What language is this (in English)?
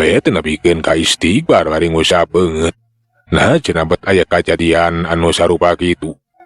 Sundanese